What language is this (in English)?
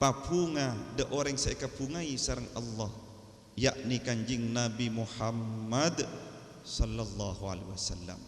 Madurese